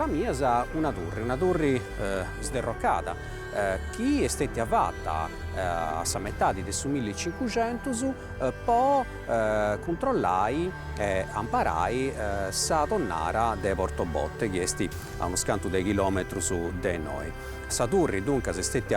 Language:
Sardinian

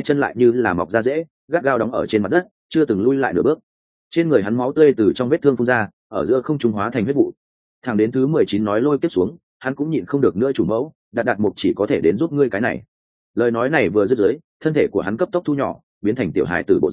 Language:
Vietnamese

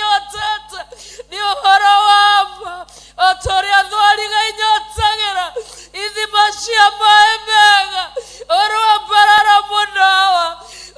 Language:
Kikuyu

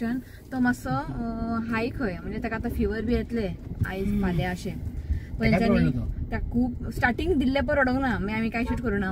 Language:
Konkani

